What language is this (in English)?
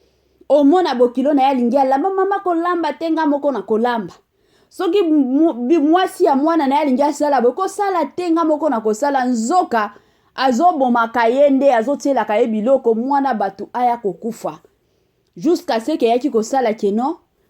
Lingala